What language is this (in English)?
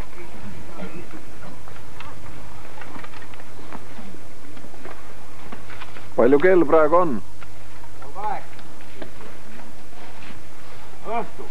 Estonian